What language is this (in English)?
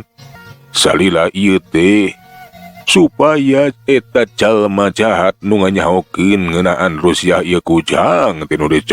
Sundanese